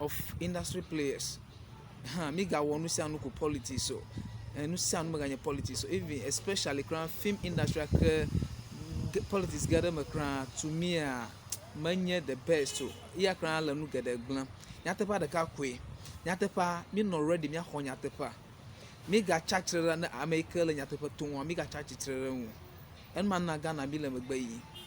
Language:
Ewe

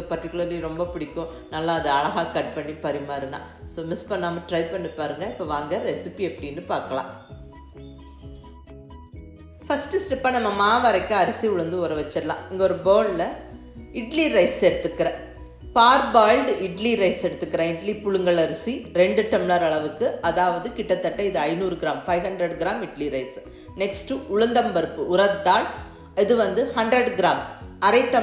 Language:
Tamil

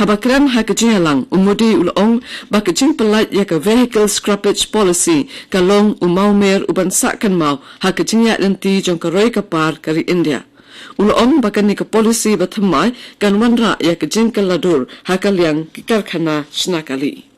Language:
Khasi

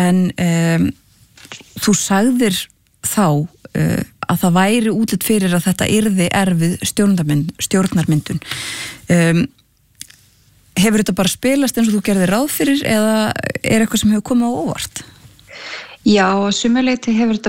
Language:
Icelandic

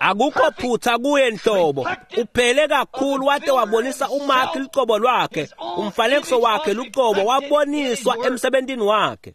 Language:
Swati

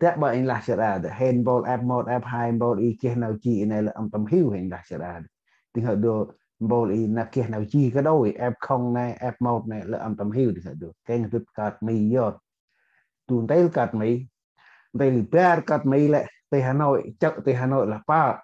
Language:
Central Mnong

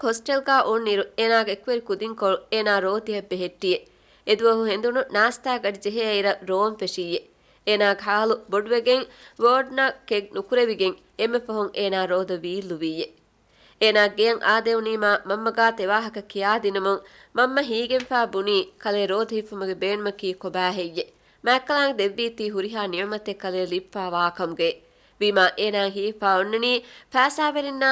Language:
Divehi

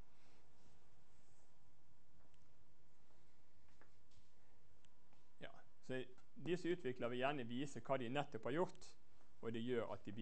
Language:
Norwegian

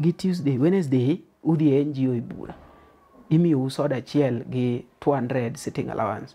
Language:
Luo (Kenya and Tanzania)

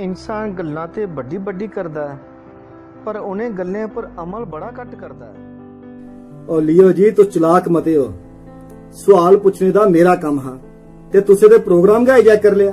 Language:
Dogri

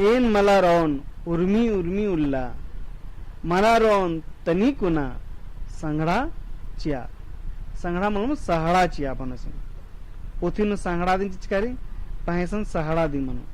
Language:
Kurukh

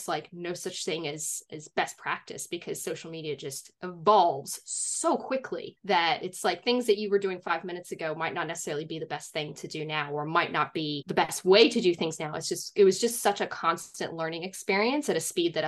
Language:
English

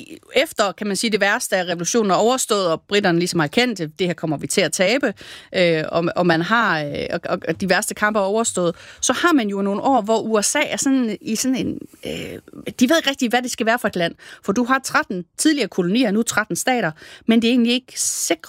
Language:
Danish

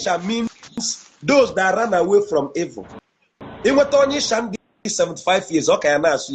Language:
Igbo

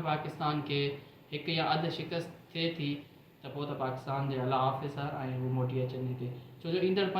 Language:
Sindhi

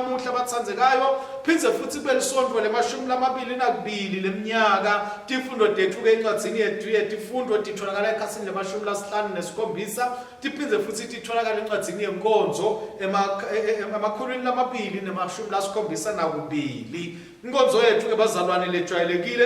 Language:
Swati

